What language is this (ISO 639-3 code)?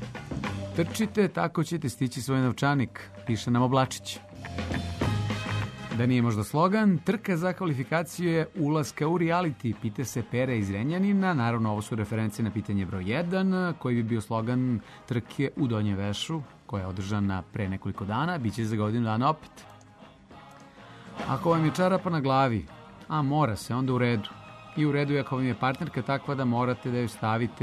srp